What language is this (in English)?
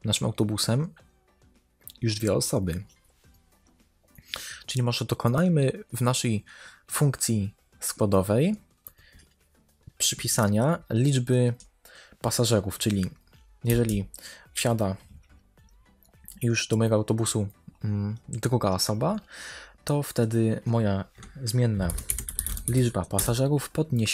Polish